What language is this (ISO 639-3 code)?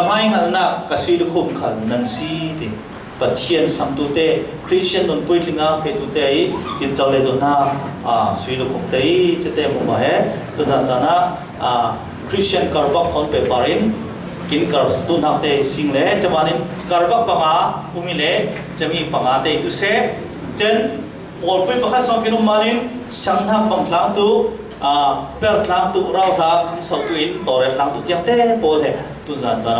cfm